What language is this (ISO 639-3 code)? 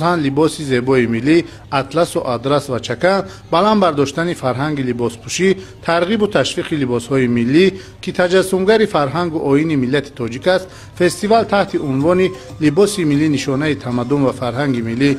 tgk